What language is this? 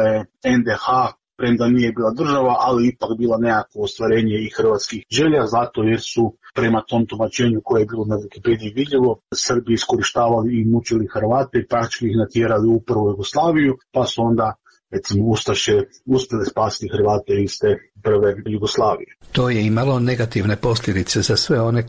Croatian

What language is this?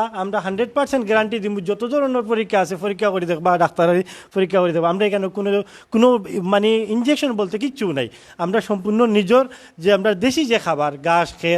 Sylheti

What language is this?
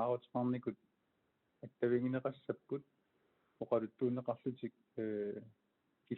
Kalaallisut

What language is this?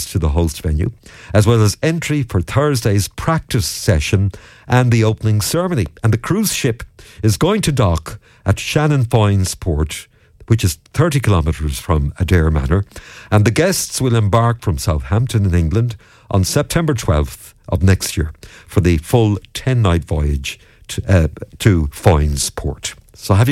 English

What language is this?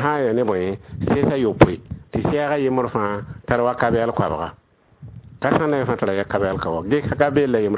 Mossi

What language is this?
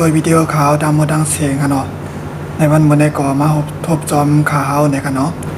Shan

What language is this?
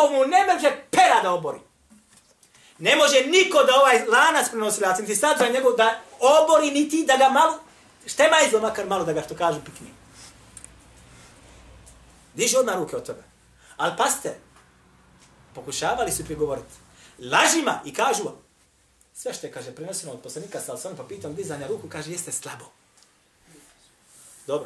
Bosnian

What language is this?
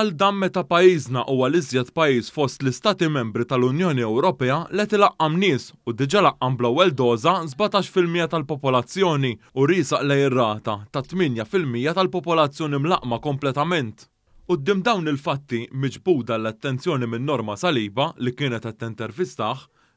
Maltese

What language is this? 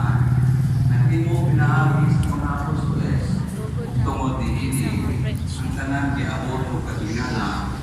Cebuano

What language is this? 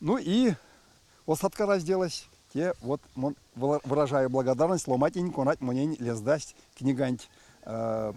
Erzya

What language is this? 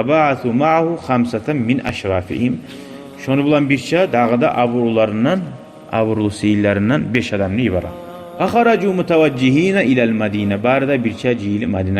Kumyk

